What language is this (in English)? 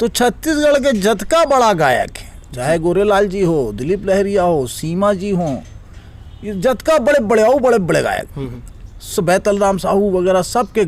Chhattisgarhi